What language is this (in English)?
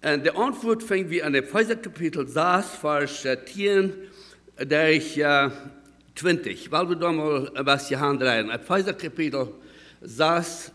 Plautdietsch